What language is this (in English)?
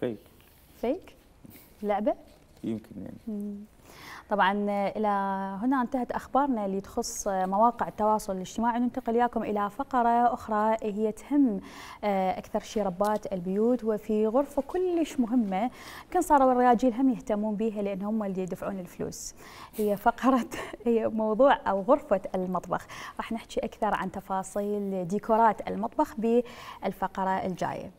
Mesopotamian Arabic